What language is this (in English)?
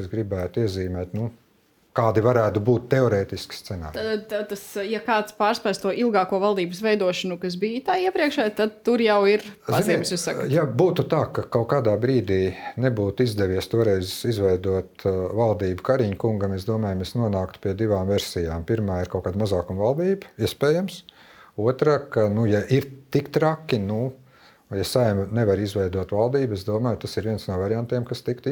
Latvian